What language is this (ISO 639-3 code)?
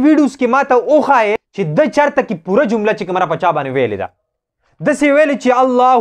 pus